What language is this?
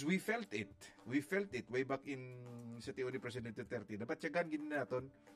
Hiligaynon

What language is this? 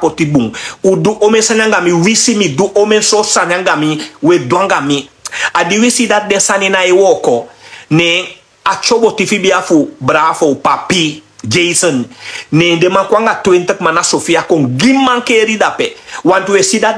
Sranan Tongo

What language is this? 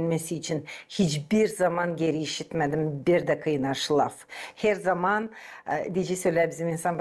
Gagauz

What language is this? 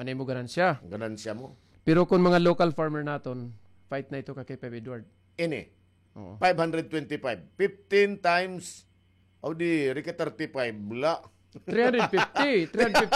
Waray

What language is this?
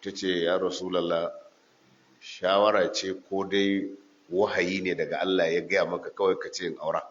Hausa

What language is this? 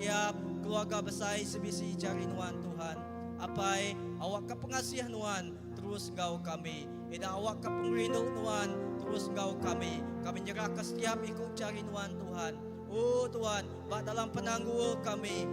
Iban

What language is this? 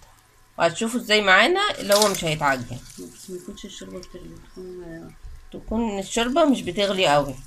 Egyptian Arabic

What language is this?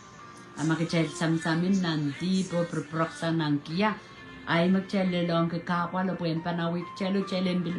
Pohnpeian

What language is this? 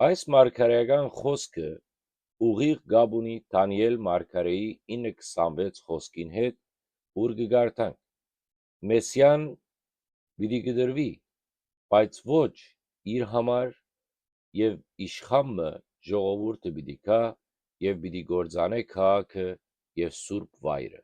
Western Armenian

